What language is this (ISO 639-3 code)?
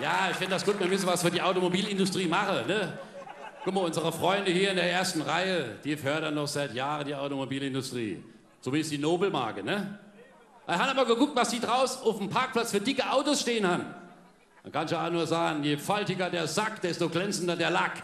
pfl